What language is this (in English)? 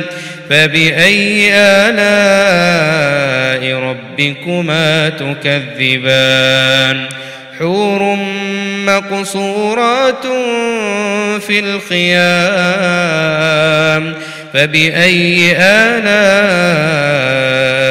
Arabic